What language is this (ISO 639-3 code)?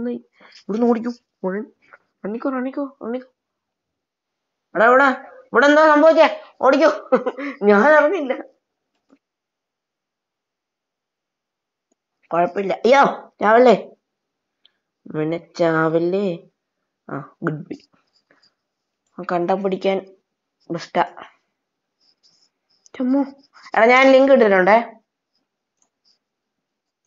mal